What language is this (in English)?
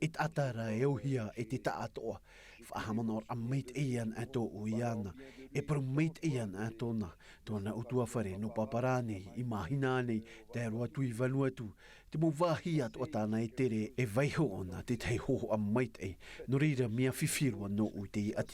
Tahitian